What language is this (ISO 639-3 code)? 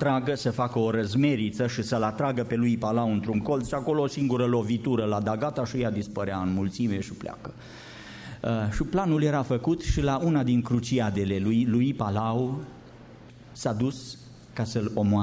ron